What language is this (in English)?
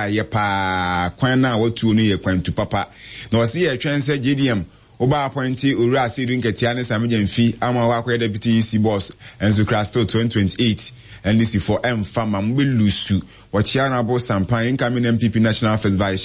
Akan